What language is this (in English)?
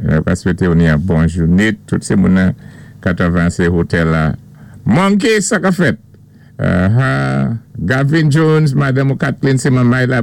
Saint Lucian Creole French